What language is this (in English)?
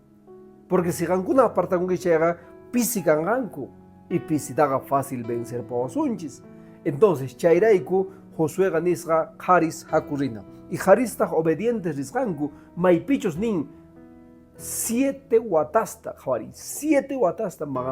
Quechua